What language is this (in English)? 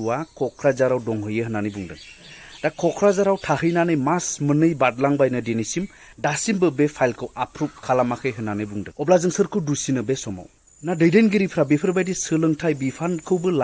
Bodo